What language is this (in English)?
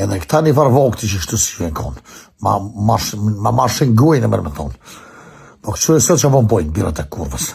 Albanian